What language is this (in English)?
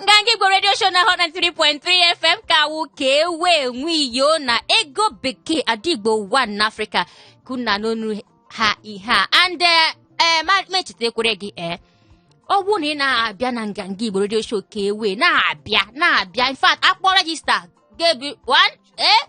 Igbo